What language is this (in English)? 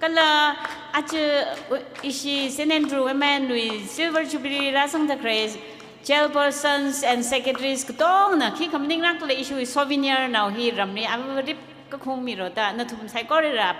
Tangkhul Naga (India)